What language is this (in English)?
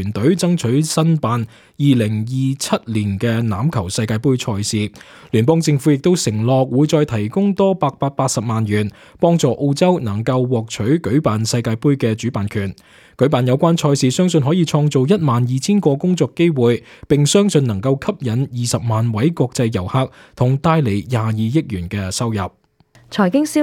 Cantonese